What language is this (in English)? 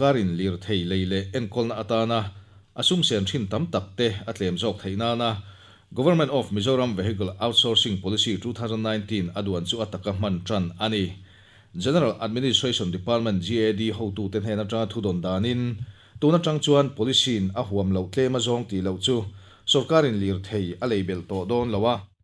Mizo